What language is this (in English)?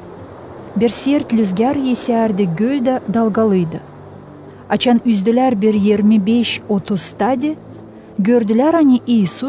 Gagauz